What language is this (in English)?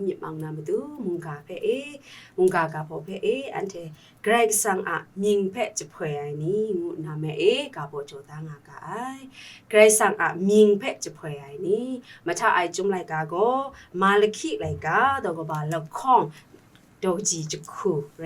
Kachin